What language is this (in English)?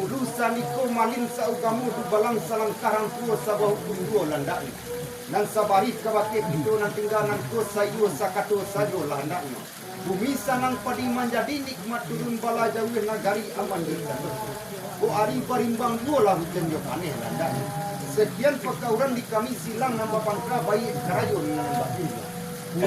Minangkabau